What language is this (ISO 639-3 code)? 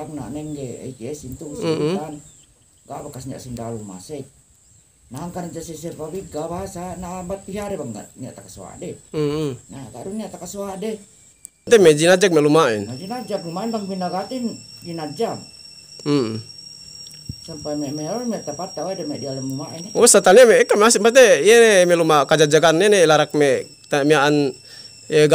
yka